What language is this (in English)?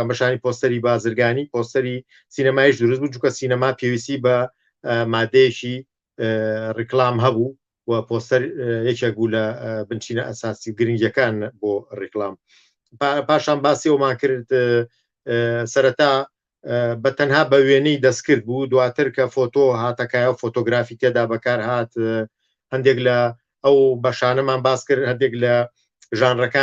Central Kurdish